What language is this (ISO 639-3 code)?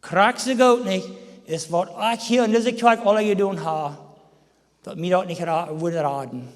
pdt